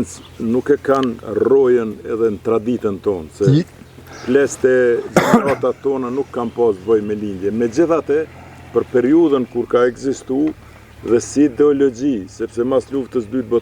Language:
Albanian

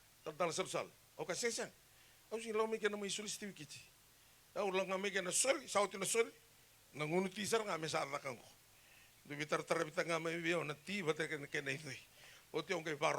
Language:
Fijian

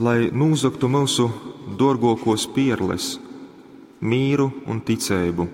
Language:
Latgalian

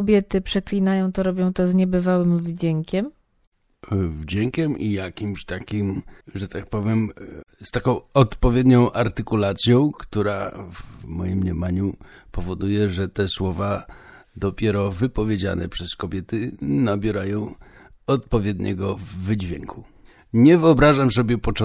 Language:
Polish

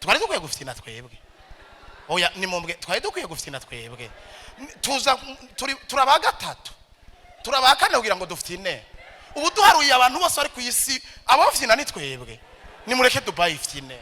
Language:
Rundi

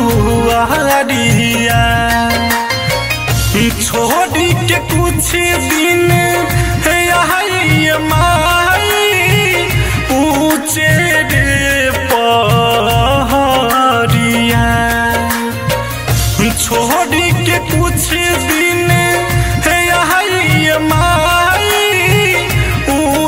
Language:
Bhojpuri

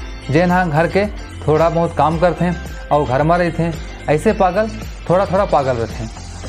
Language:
Chhattisgarhi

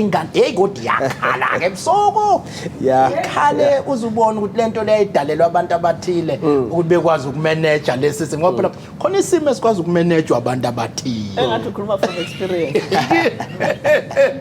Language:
Zulu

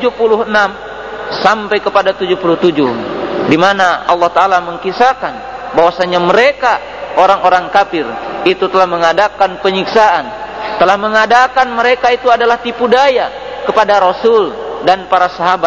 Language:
Indonesian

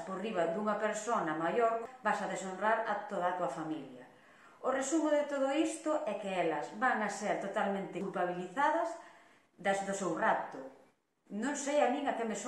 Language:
Galician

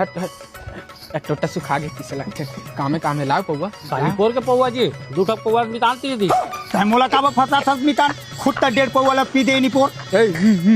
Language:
Chhattisgarhi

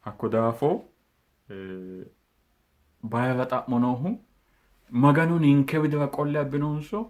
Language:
Sidamo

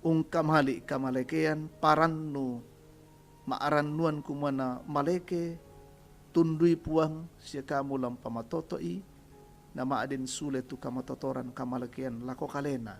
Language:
Toraja-Sa'dan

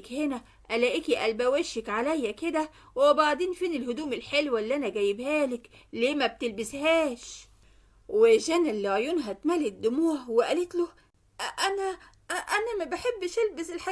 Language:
Egyptian Arabic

